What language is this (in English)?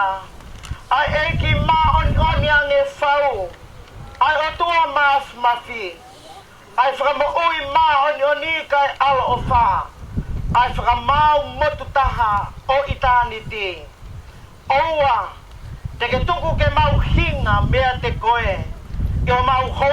Tongan